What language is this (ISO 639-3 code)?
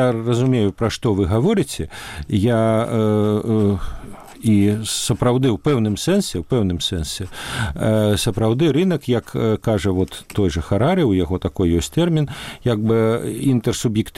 bel